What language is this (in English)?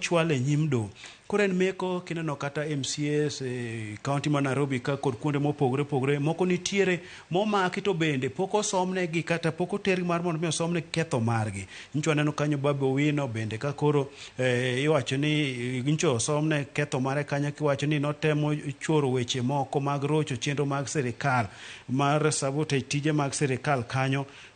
Luo (Kenya and Tanzania)